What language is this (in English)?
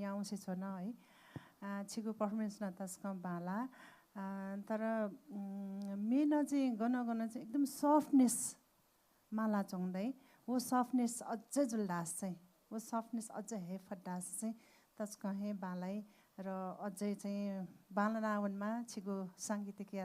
Newari